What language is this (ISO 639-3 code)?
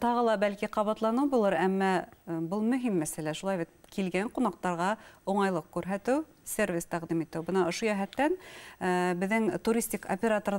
bak